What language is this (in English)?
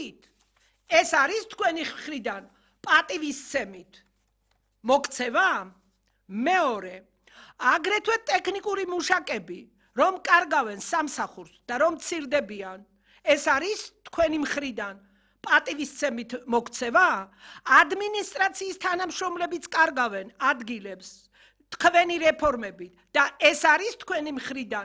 Georgian